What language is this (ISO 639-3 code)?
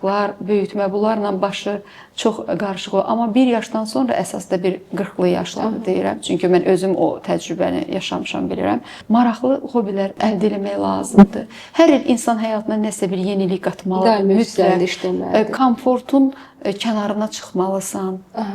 aze